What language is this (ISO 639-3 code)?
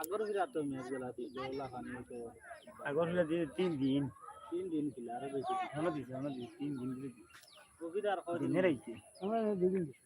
syl